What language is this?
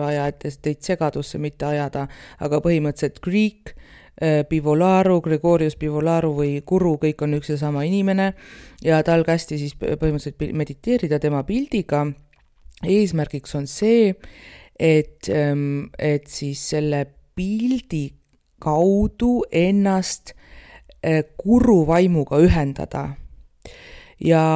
Estonian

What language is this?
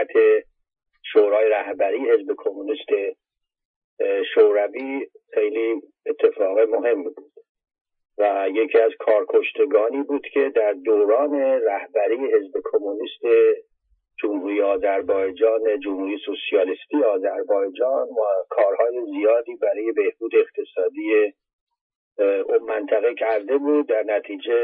Persian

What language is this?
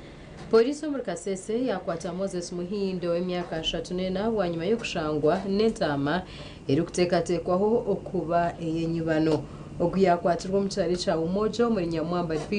Nyankole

